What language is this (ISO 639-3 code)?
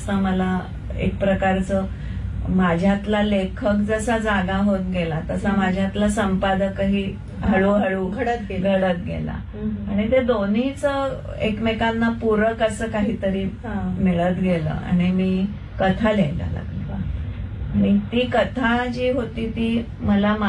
mar